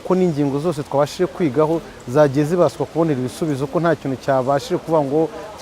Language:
Kinyarwanda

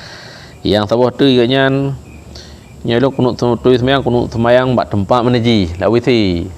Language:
Achinese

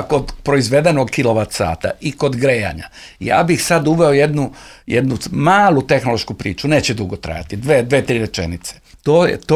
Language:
Serbian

